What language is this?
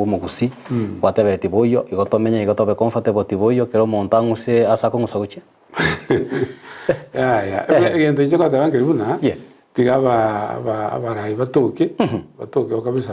Gusii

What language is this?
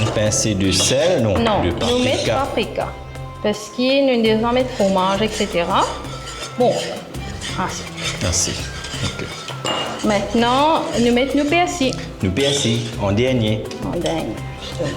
Morisyen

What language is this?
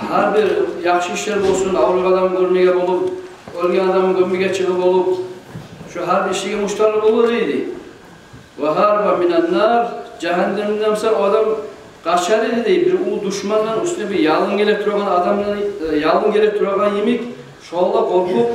Kumyk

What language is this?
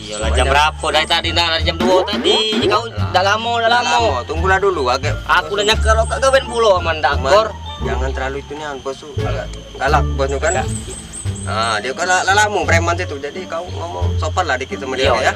Musi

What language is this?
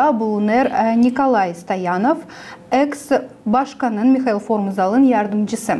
Gagauz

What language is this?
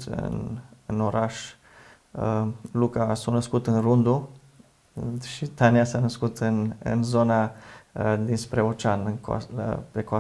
Romanian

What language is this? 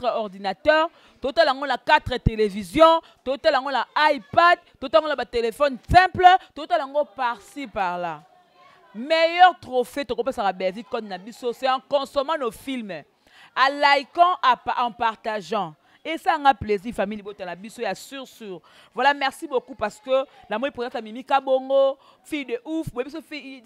Lingala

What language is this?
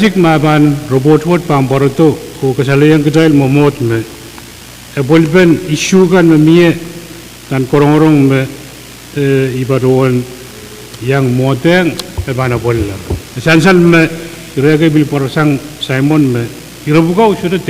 Pohnpeian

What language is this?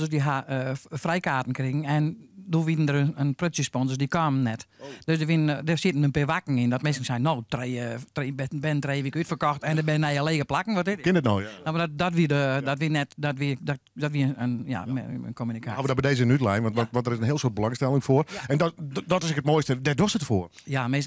Western Frisian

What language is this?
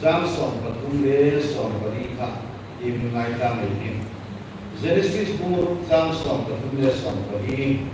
Hmar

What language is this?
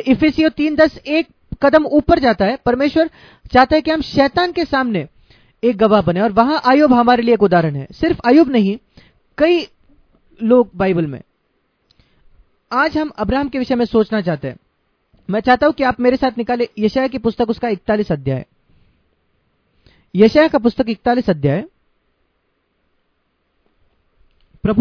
Hindi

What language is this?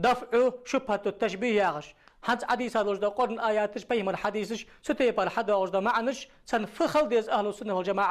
Ingush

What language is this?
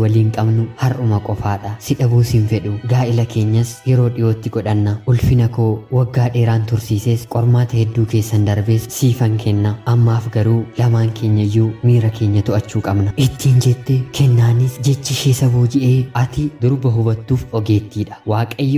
Oromo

